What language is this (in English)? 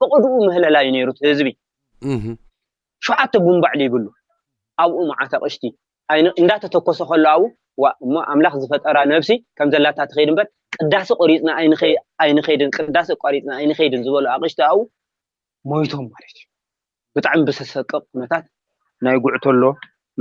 Tigrinya